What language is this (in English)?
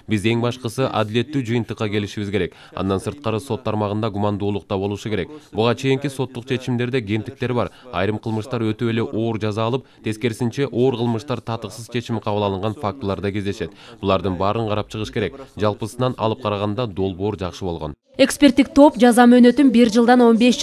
Kyrgyz